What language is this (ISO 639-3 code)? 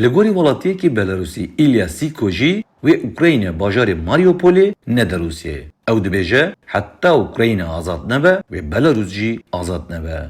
kur